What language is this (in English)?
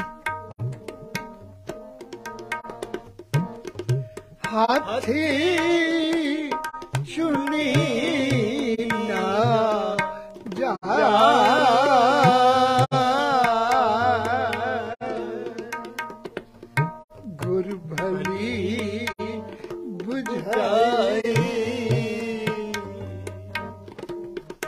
Punjabi